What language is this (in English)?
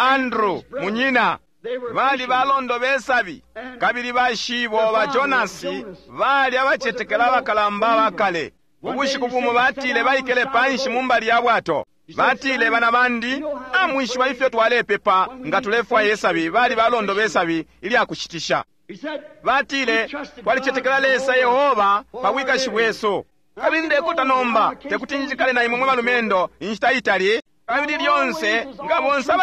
Bemba